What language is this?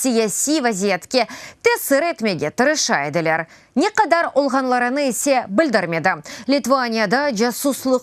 Crimean Tatar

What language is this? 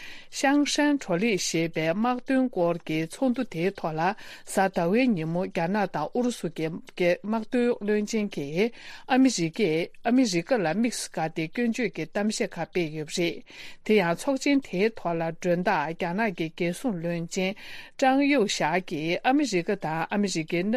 Tibetan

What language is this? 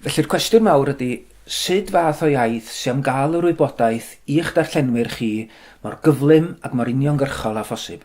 Welsh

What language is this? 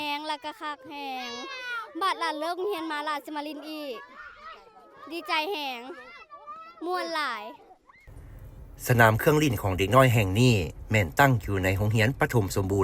Lao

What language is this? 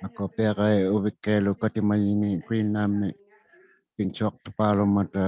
Inuktitut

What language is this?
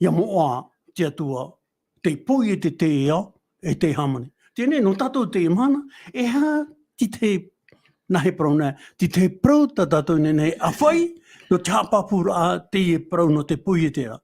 Tahitian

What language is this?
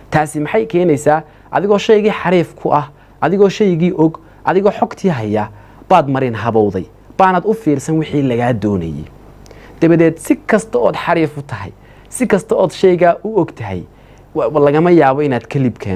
Somali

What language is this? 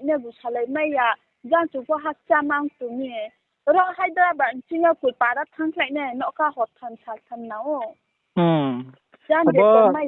Riang (India)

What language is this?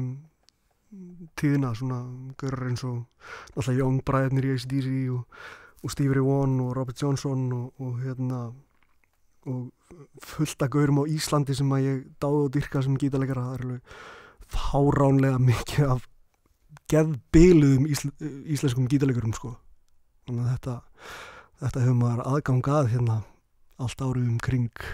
Icelandic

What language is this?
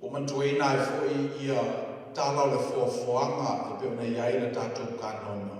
Samoan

